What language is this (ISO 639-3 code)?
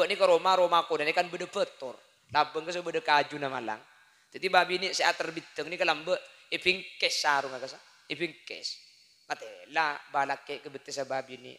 mad